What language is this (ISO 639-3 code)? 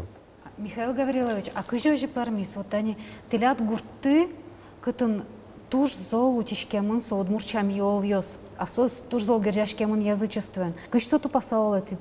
udm